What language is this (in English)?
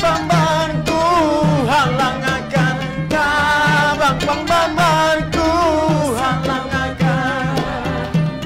Banjar